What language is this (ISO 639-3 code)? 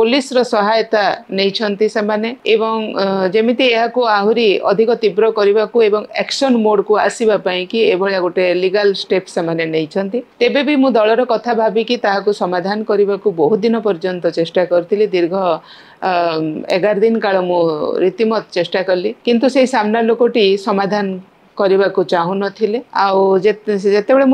ori